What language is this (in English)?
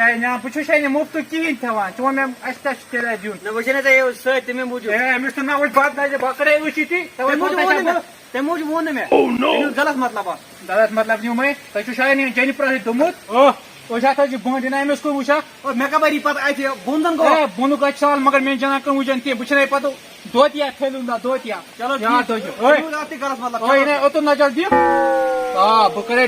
Kashmiri